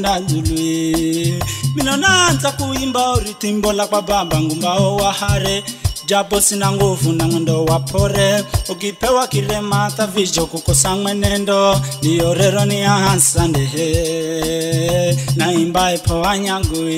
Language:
Swahili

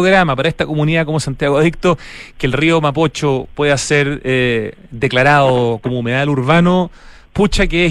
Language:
Spanish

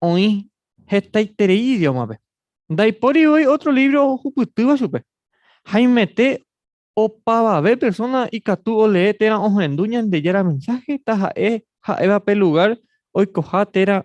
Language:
Guarani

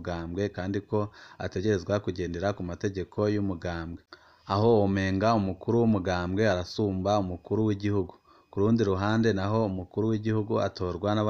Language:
Rundi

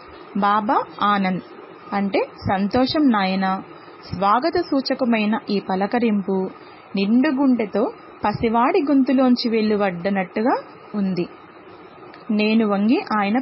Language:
Telugu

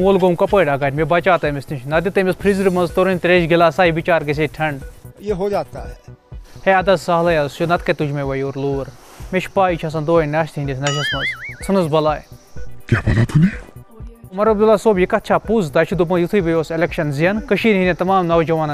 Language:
Kashmiri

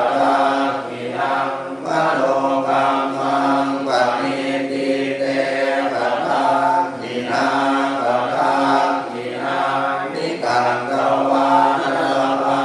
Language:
Pali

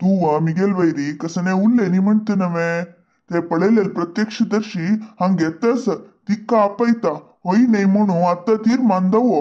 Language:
Konkani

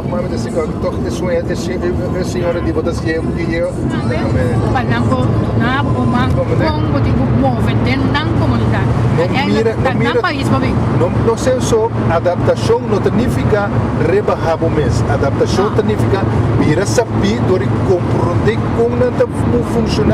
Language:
Papiamento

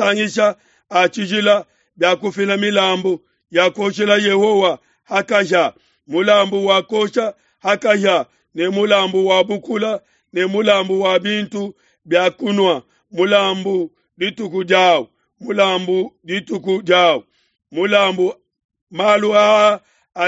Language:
Luba-Lulua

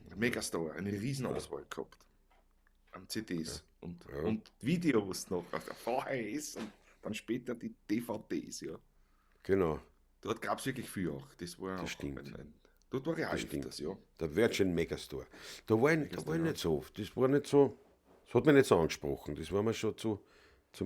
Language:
Bavarian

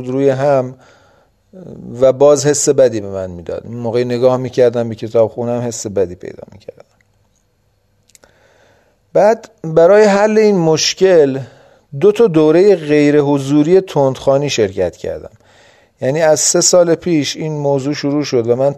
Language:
Persian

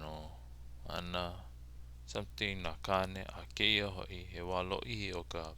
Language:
Hawaiian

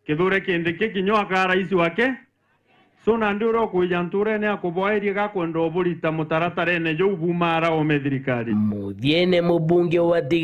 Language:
Meru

